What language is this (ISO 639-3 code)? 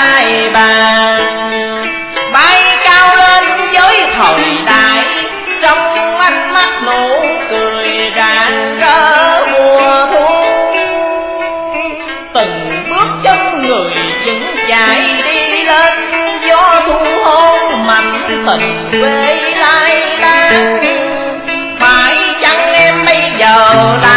vie